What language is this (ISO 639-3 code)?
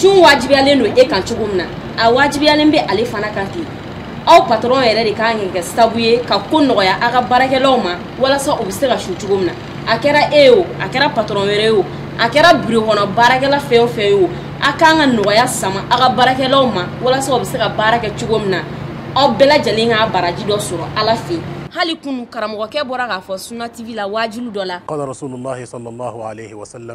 bam